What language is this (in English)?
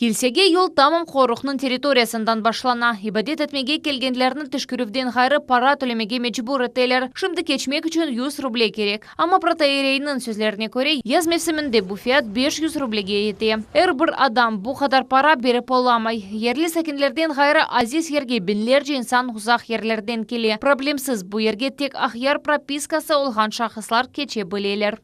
Crimean Tatar